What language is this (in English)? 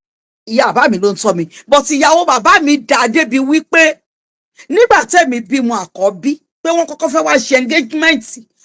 Yoruba